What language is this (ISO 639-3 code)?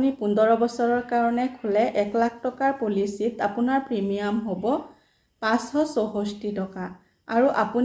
asm